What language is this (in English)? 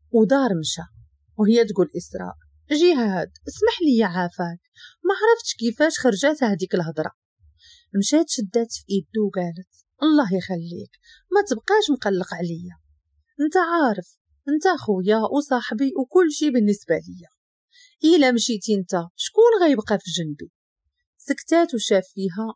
Moroccan Arabic